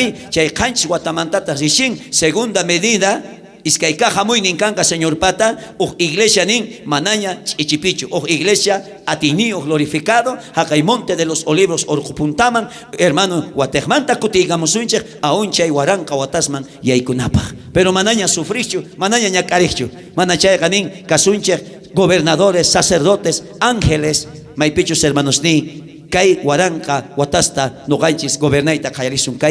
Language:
South Bolivian Quechua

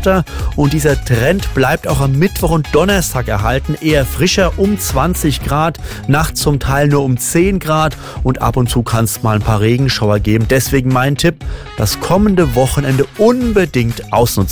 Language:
German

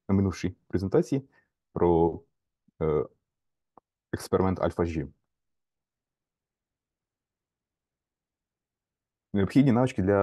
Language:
Ukrainian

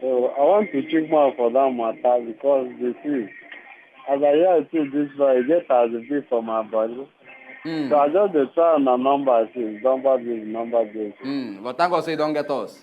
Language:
Nigerian Pidgin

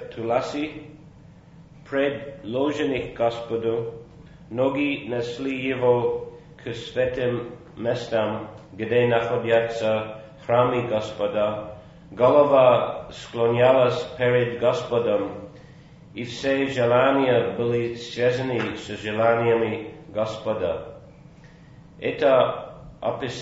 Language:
Russian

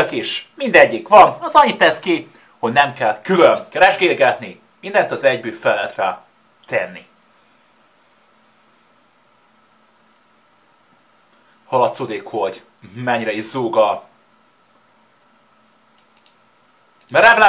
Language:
Hungarian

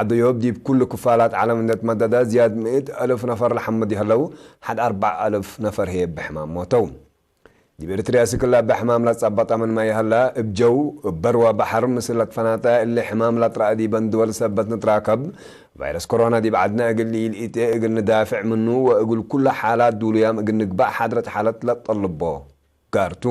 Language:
Tigre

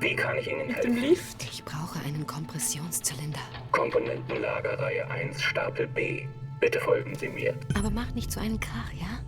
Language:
Swiss German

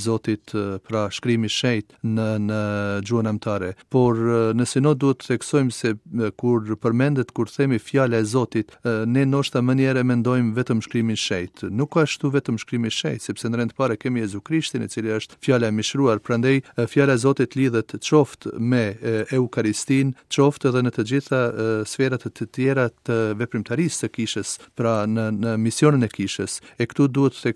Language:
Albanian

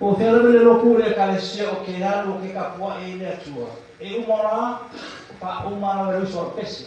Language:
Samoan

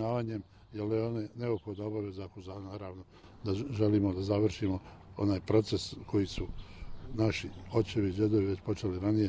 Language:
Bosnian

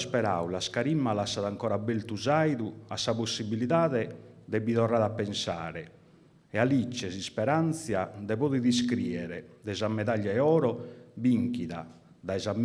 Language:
Sardinian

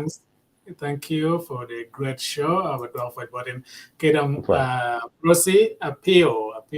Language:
Acoli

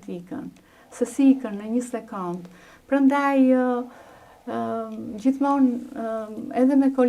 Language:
Albanian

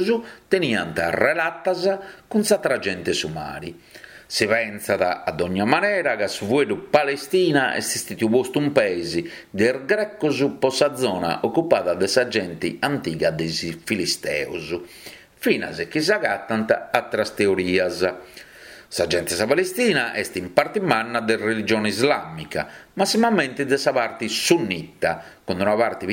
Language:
Sardinian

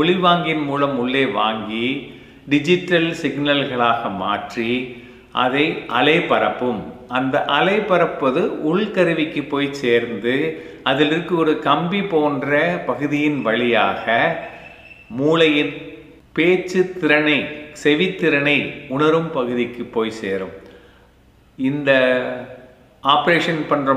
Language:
Tamil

